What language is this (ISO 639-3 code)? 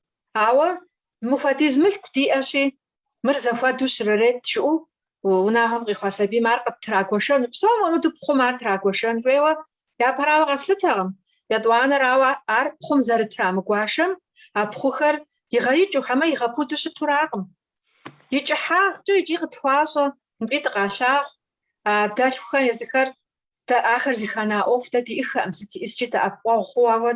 kbd